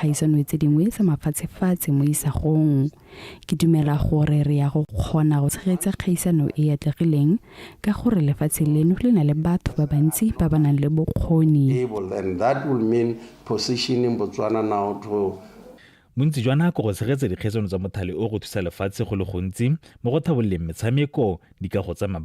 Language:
Tswana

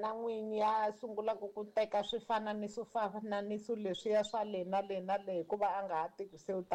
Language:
Tsonga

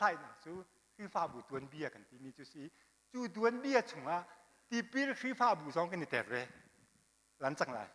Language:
Hakha Chin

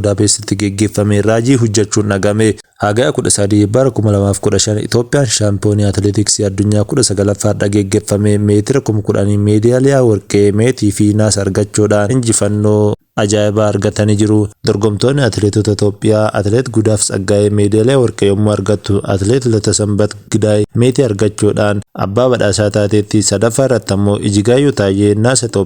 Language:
Oromo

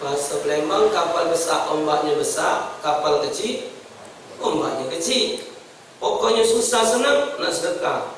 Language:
Musi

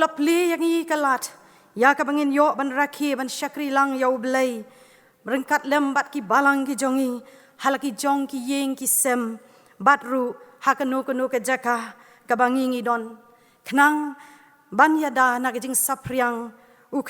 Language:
Khasi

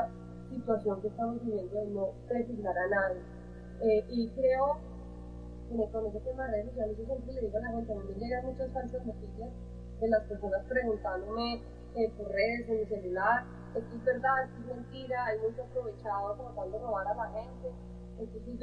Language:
Spanish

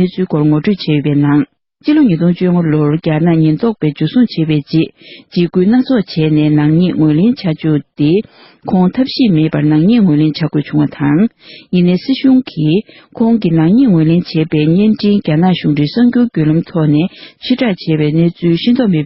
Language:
Tibetan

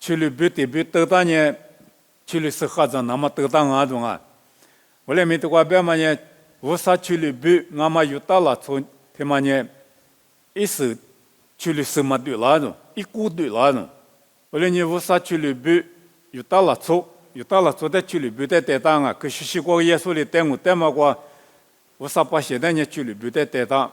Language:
Lisu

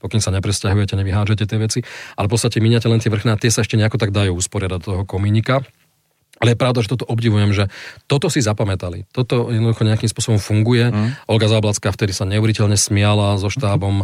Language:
Slovak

